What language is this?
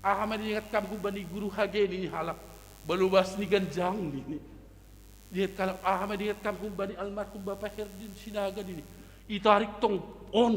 Batak Simalungun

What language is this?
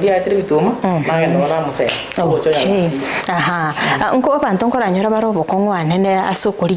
Gusii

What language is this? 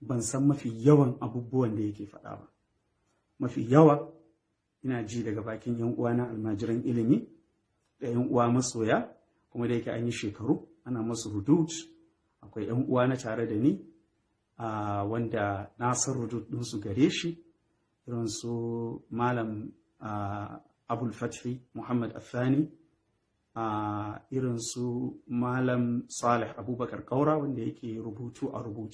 Hausa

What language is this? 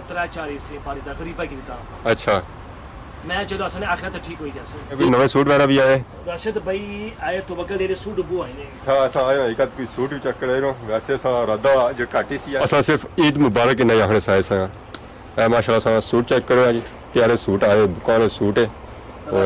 Pahari-Potwari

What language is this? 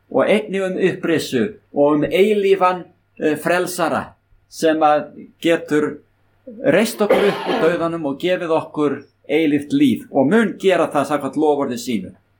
Icelandic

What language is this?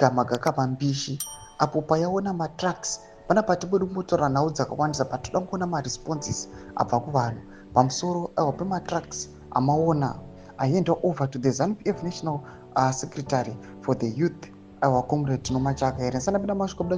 Shona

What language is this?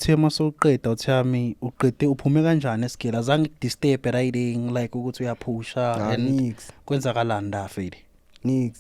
Zulu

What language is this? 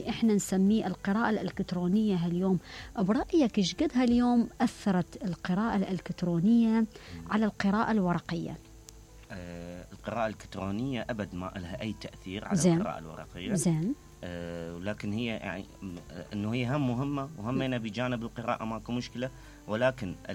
Mesopotamian Arabic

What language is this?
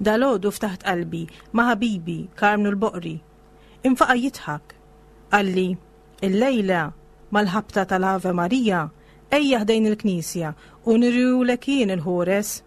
Maltese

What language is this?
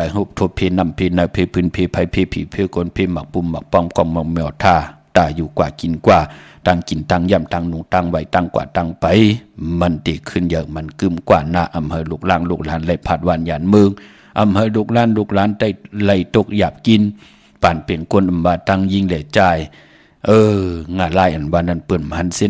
Shan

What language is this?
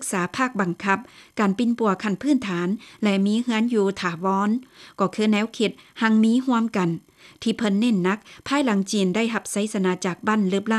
Lao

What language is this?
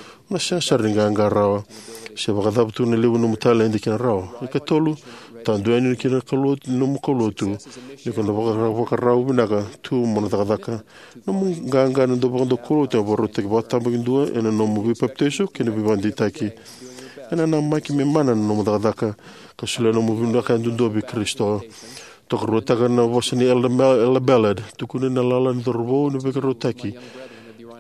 Fijian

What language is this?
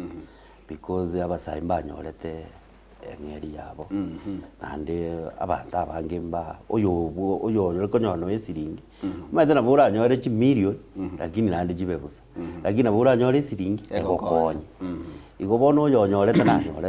Gusii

